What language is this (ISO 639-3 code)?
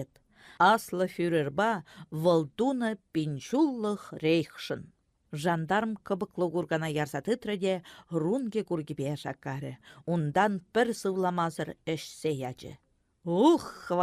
chv